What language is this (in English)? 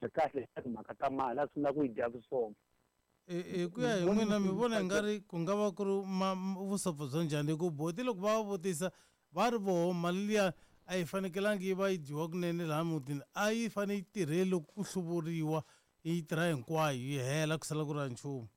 Tsonga